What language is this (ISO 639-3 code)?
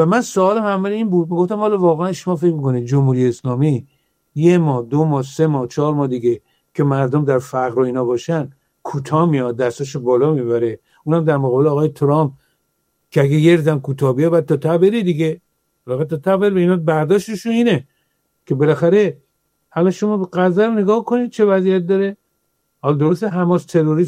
fas